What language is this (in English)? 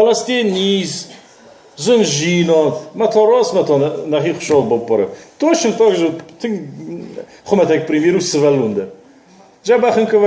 Ossetic